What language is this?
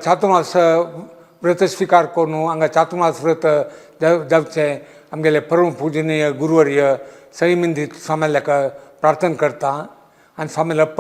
Konkani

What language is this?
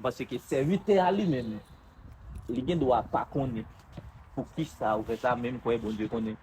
Haitian Creole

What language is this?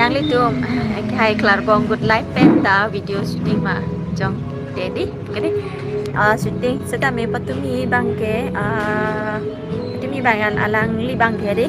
Karbi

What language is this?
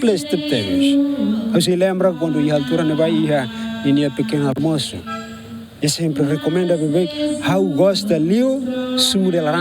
Tetum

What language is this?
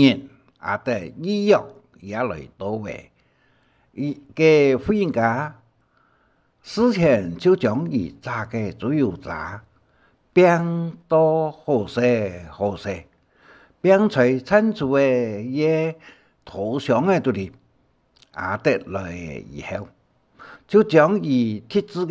Hakka Chinese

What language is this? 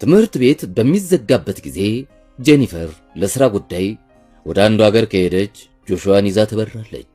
Amharic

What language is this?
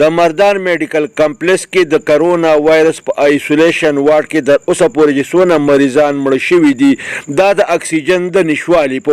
Pashto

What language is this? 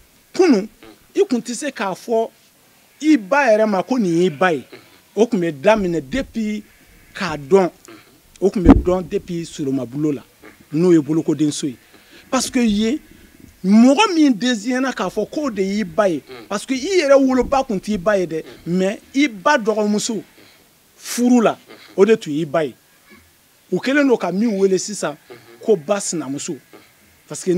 Bambara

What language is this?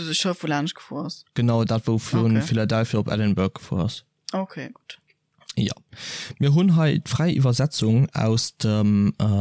Luxembourgish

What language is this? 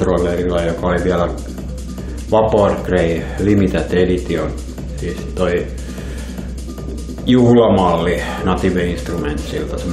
Finnish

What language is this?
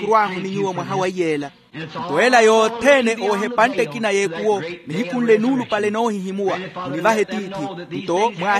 Makhuwa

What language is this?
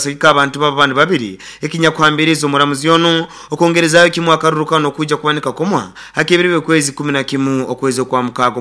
Nyoro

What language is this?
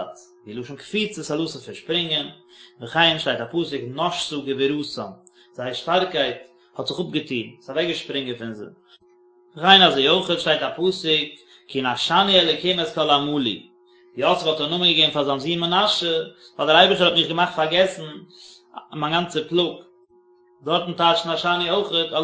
Yiddish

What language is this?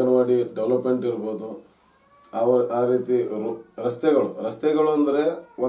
Kannada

